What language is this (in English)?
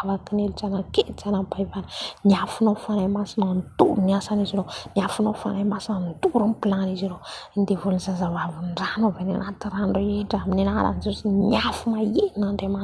Malagasy